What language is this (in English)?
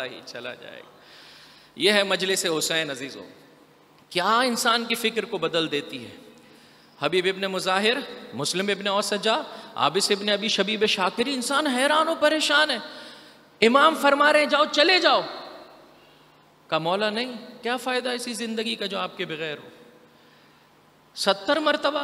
Urdu